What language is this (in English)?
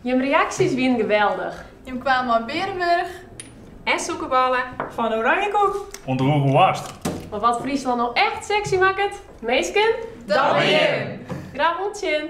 Western Frisian